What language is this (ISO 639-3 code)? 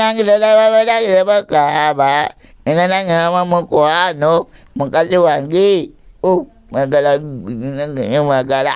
lug